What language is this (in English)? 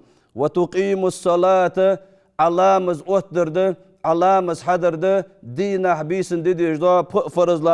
Ingush